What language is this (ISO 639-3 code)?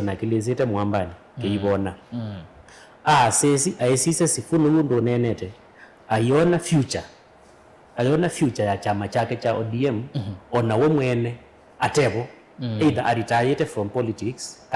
kam